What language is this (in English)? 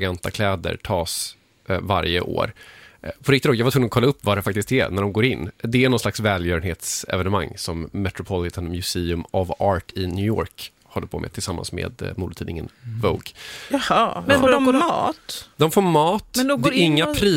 Swedish